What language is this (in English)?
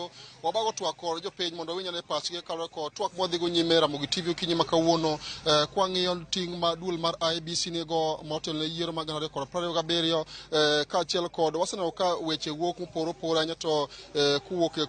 Luo (Kenya and Tanzania)